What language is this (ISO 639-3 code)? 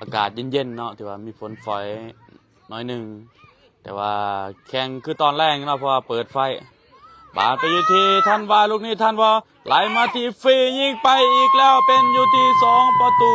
lao